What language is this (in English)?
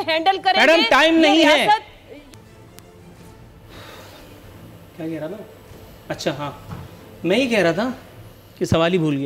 Urdu